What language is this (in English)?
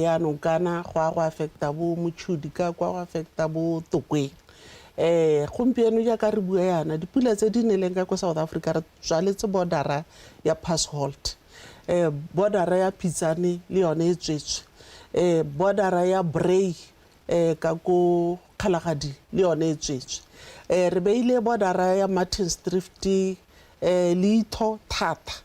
Tswana